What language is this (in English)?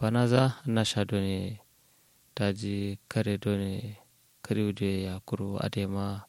Kanuri